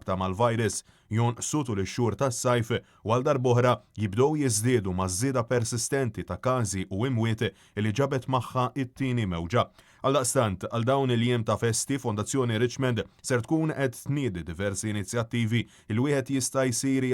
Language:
Maltese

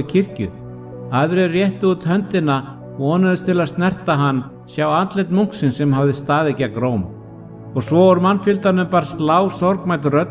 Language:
Icelandic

